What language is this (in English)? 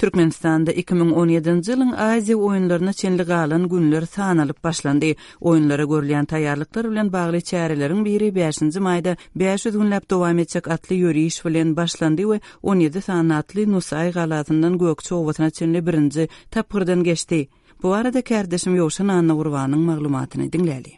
Turkmen